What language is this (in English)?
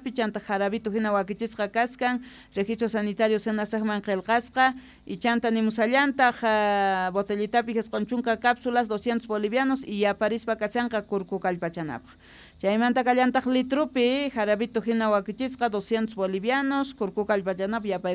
Quechua